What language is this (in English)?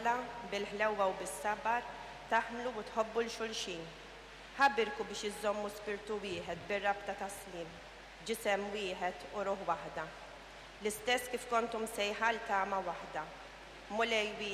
Maltese